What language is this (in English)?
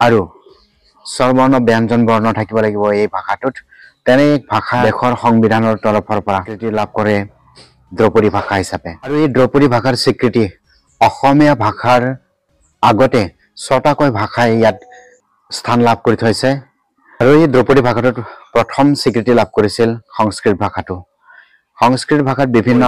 Assamese